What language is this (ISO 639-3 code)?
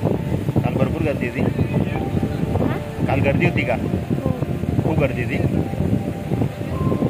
mar